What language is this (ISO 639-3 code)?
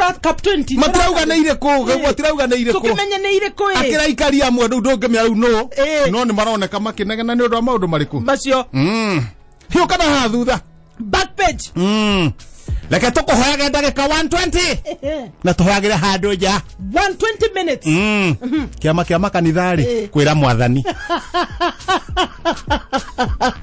kik